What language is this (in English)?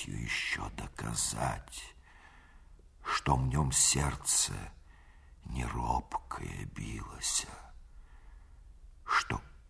Russian